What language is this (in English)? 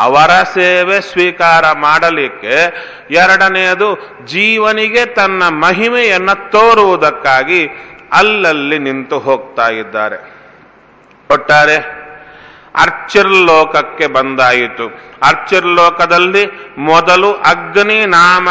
Kannada